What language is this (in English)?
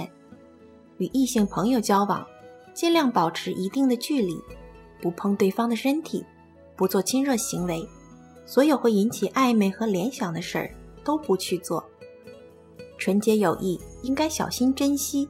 Chinese